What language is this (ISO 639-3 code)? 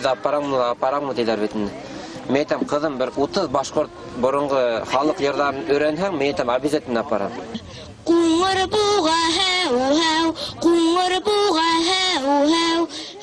bak